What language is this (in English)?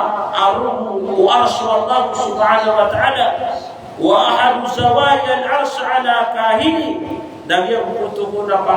Maranao